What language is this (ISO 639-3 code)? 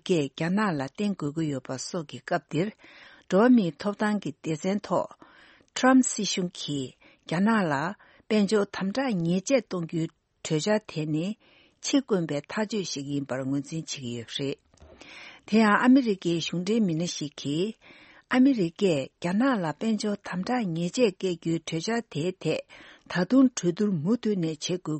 bod